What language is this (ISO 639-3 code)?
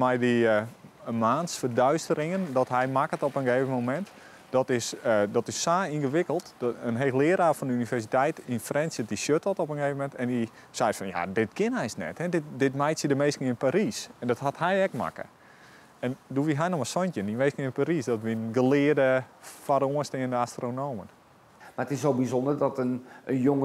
fry